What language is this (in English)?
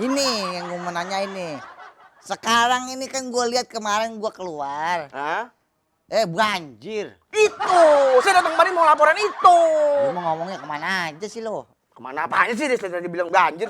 Betawi